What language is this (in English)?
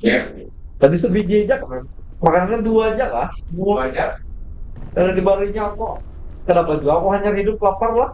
Banjar